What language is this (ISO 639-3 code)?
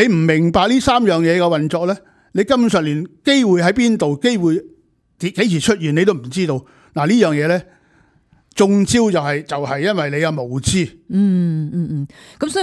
yue